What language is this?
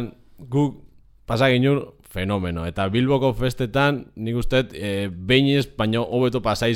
Basque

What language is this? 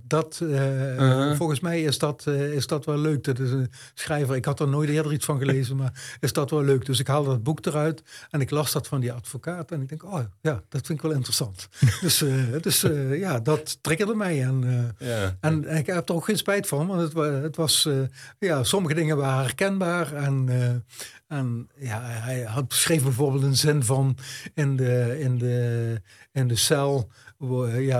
Dutch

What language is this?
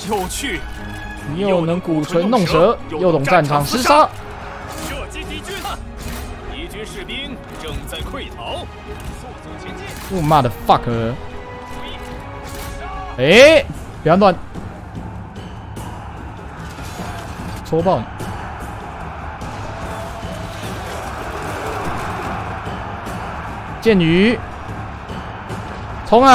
Chinese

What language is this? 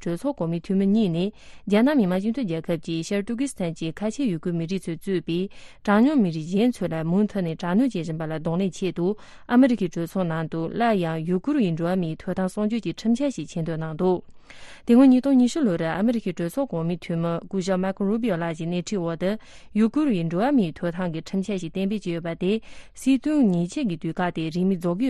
Tibetan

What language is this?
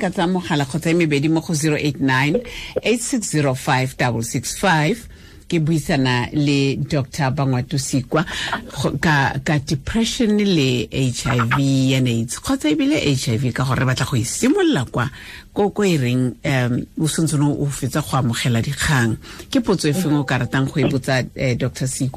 Tswana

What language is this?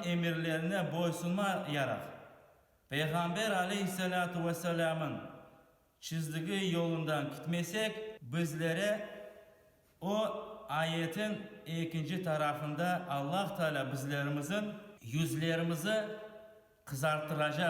Crimean Tatar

